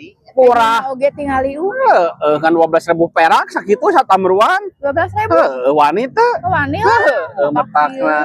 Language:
Sundanese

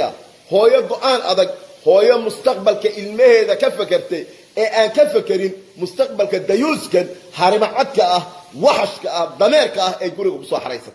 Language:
Somali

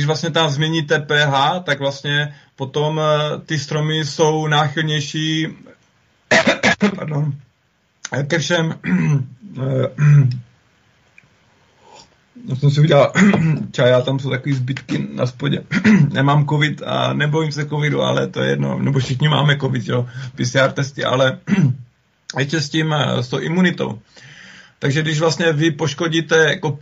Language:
Czech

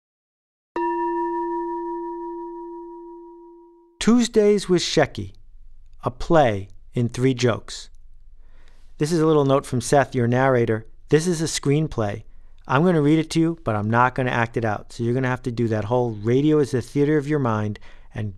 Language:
English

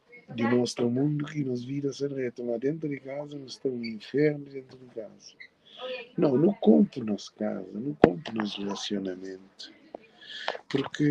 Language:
Kabuverdianu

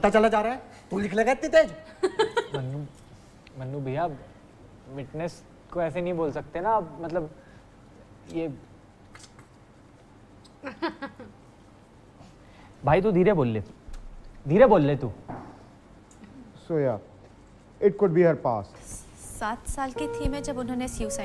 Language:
Hindi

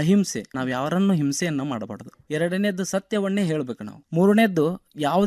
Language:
Kannada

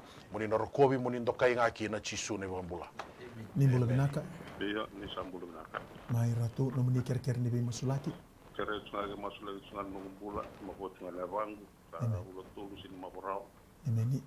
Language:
Fijian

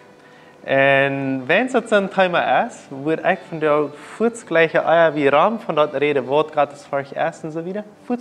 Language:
Plautdietsch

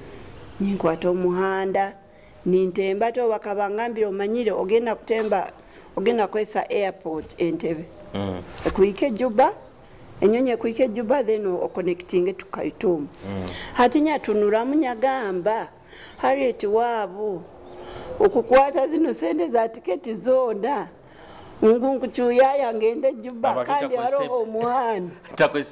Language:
Nyoro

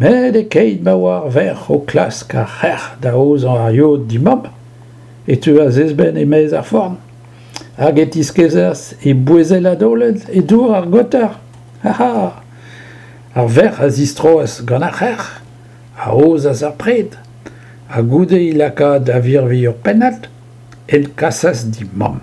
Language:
Breton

